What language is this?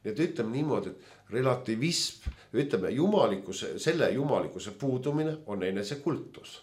Estonian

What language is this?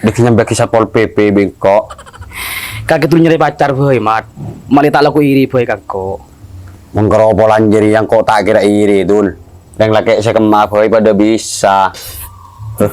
Madurese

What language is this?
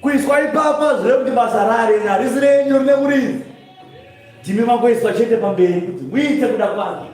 Shona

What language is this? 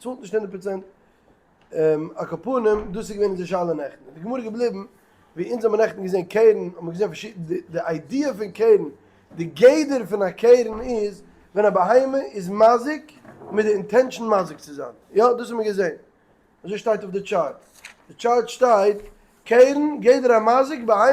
Yiddish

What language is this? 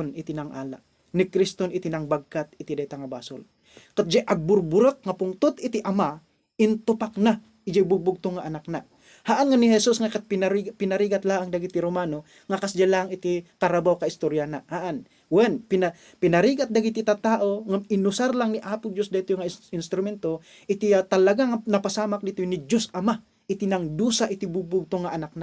Iloko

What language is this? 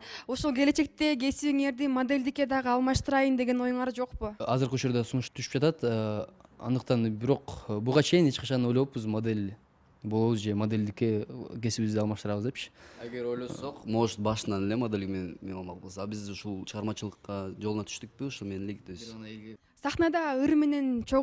Kyrgyz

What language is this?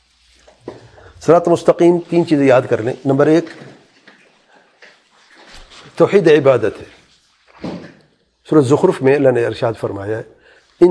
Urdu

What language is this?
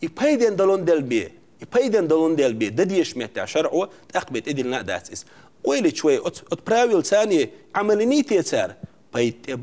Chechen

